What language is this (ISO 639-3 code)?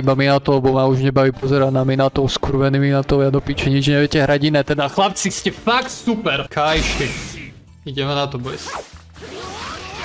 slk